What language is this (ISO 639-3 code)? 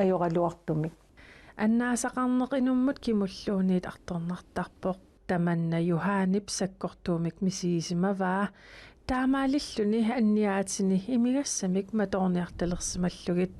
kal